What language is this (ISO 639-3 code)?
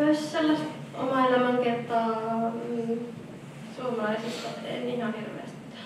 fin